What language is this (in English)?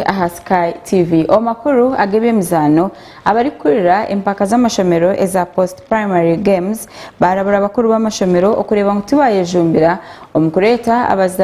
Nyankole